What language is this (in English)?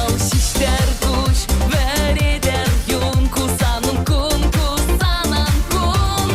Chuvash